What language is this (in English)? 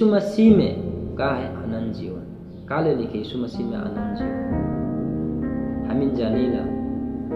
Sadri